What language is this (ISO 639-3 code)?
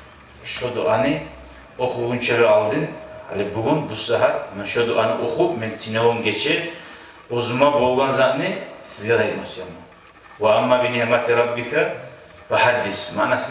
kum